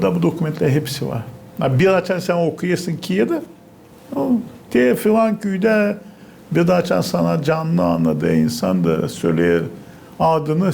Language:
Gagauz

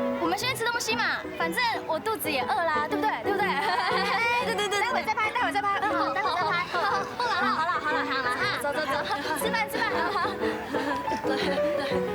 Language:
Hakka Chinese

